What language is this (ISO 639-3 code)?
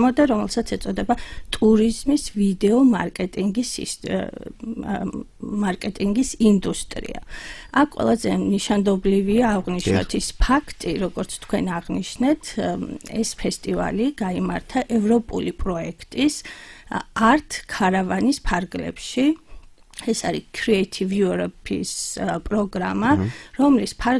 kat